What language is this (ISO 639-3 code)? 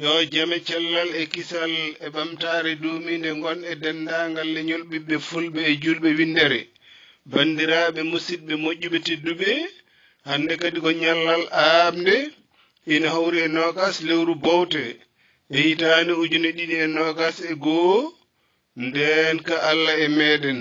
ful